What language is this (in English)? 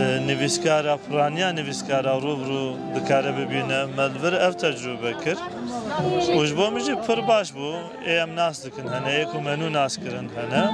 Kurdish